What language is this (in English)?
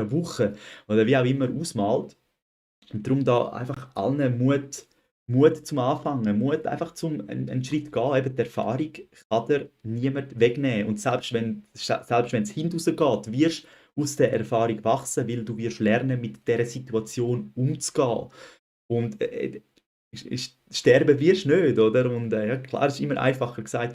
Swiss German